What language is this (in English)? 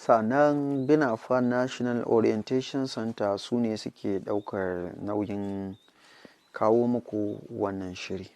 Hausa